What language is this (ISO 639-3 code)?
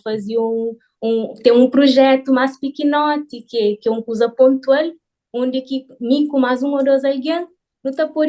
kea